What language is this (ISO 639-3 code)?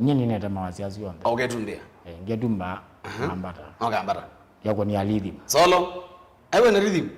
kam